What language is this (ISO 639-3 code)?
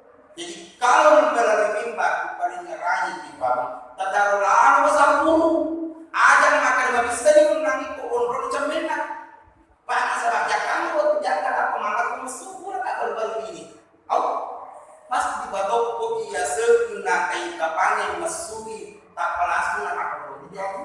bug